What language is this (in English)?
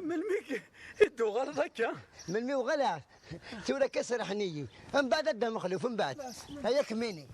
Kabyle